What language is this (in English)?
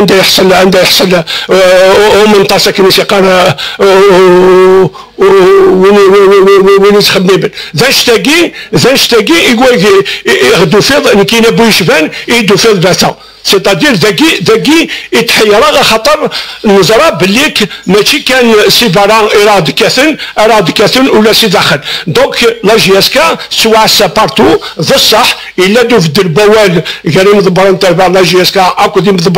Kabyle